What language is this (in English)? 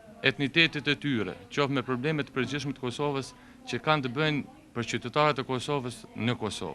Albanian